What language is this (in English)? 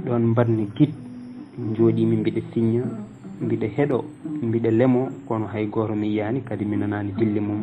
Fula